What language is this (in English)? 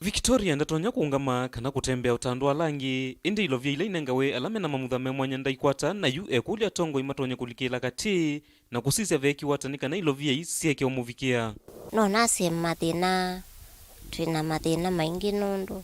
Kamba